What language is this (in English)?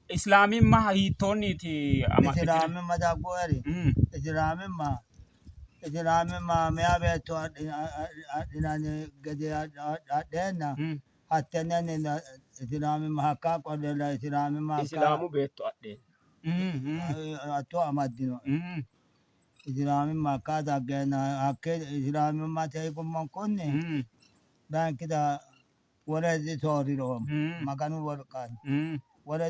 Sidamo